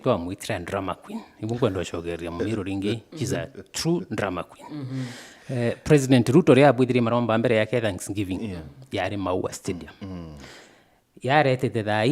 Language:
Meru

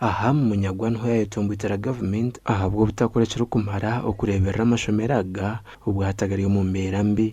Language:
Nyankole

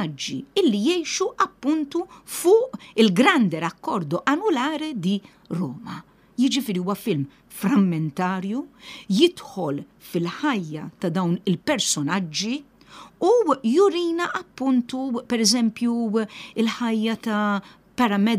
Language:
Maltese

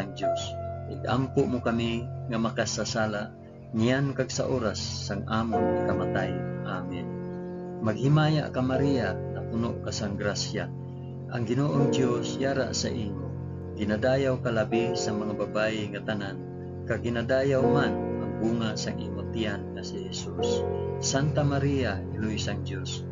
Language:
Hiligaynon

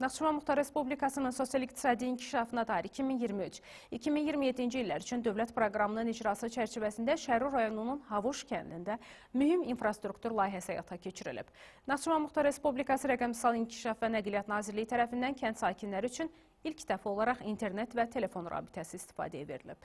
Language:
Azerbaijani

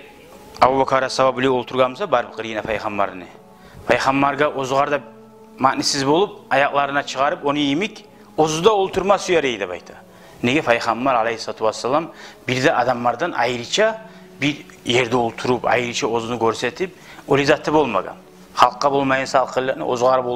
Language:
Kumyk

